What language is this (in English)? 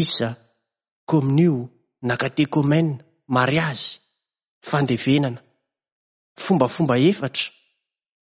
Malagasy